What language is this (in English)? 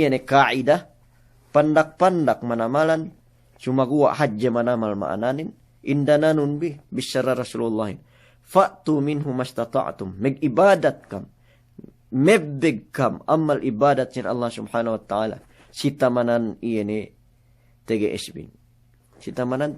Yakan